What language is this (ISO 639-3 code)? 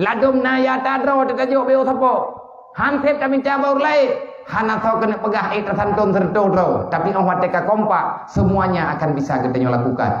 ace